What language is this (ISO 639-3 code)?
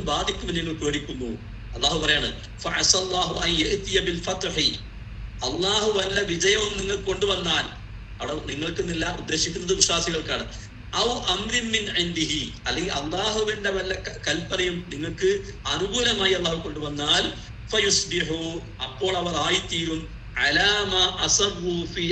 mal